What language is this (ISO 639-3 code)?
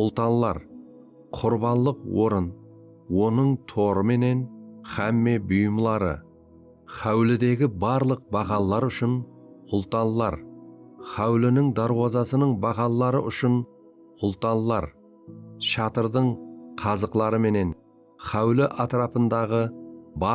kaa